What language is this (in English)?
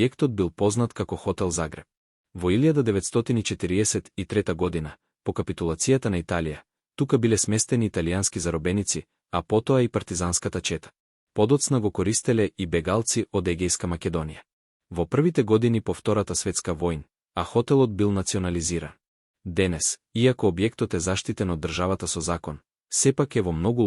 Macedonian